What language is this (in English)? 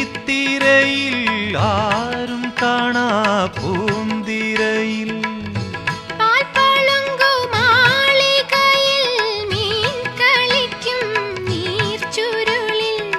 Malayalam